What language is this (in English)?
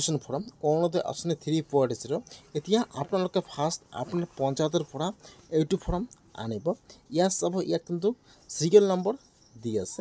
Assamese